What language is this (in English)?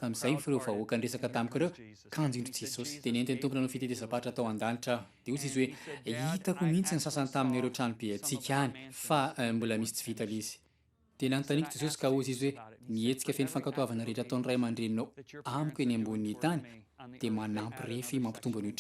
Malagasy